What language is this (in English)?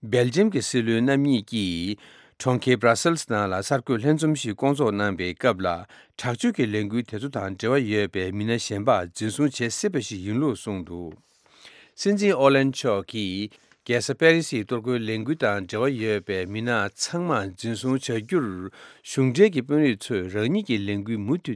Tibetan